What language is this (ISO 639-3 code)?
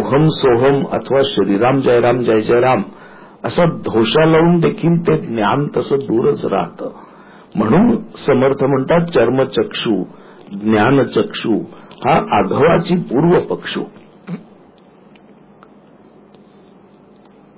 mar